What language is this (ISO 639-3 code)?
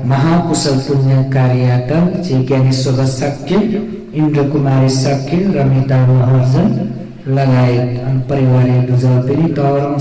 new